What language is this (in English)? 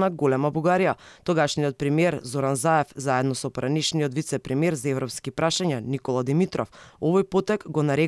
Macedonian